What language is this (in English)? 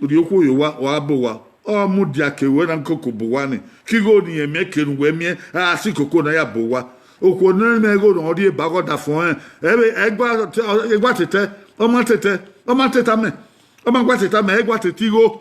Bini